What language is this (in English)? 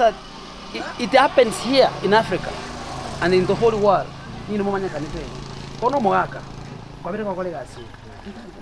Gusii